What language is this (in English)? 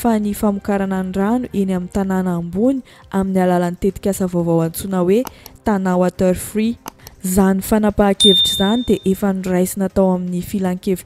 Malagasy